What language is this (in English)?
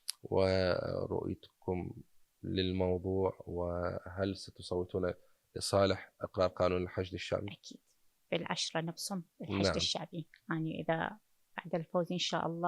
Mesopotamian Arabic